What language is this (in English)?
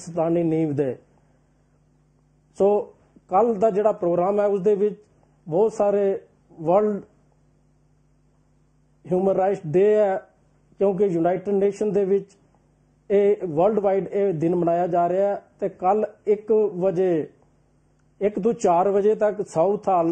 Punjabi